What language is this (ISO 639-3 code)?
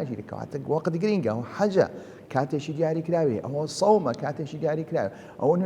ckb